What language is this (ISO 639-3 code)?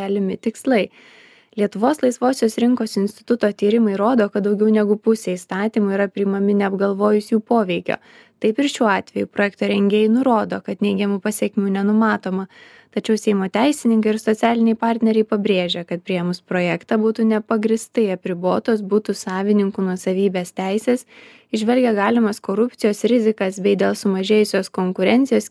lit